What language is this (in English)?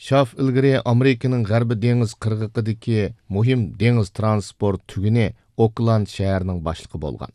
Uyghur